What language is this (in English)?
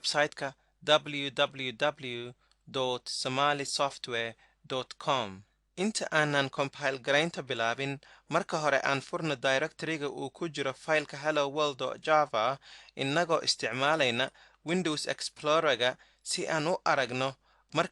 Somali